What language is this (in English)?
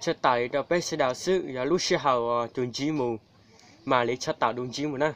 Hmong